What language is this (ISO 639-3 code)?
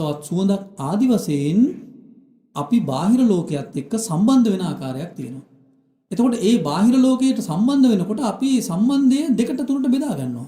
sin